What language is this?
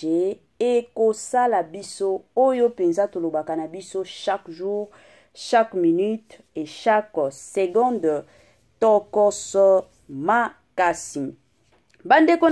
Lingala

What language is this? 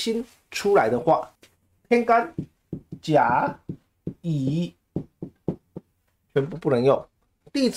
Chinese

